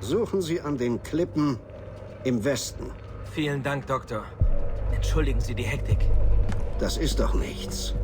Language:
Bavarian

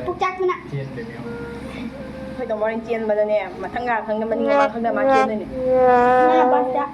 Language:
Manipuri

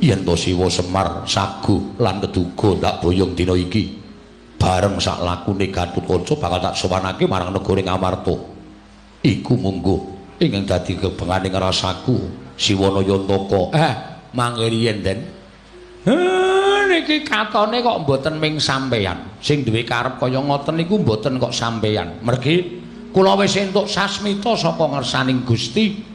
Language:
Javanese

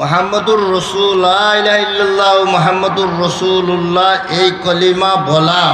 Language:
Sylheti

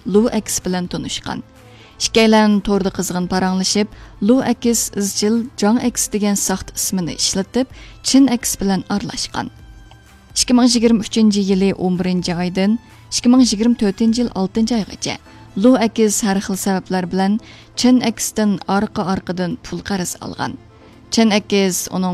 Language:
Uyghur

